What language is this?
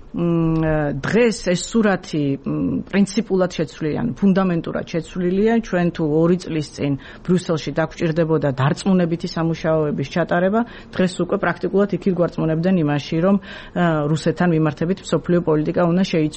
Georgian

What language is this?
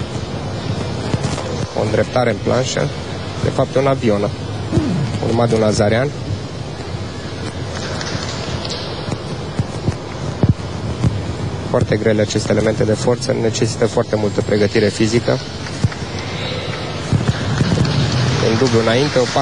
Romanian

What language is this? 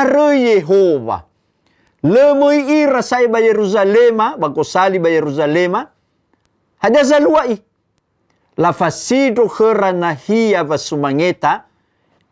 Nias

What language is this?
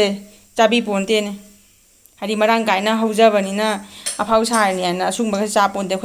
Manipuri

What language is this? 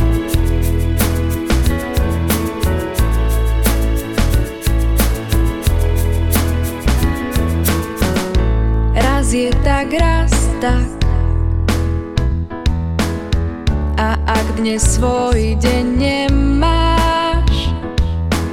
Slovak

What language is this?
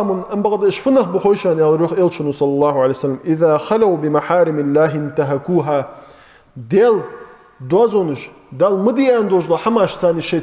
Ingush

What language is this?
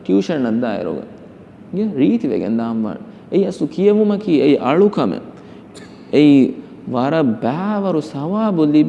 Divehi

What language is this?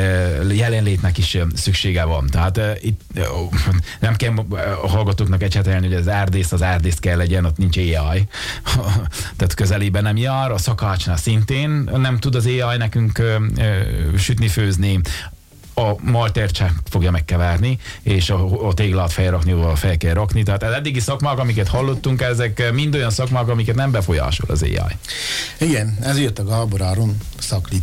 Hungarian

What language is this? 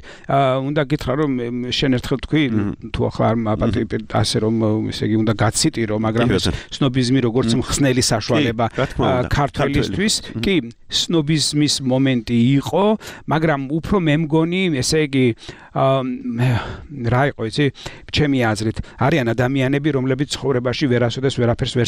Georgian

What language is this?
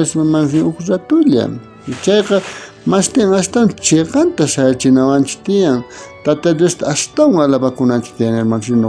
South Bolivian Quechua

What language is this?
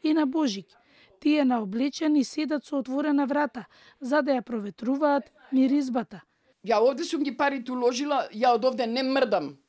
Macedonian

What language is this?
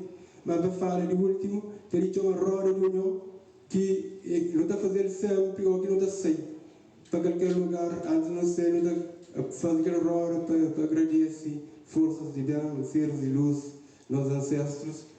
Kabuverdianu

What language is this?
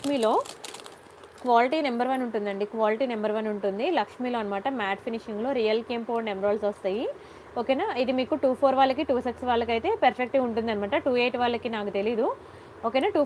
Telugu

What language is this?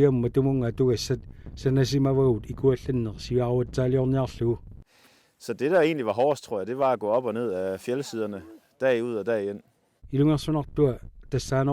Kalaallisut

